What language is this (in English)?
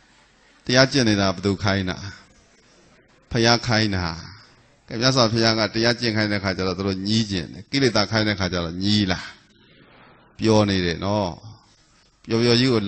Burmese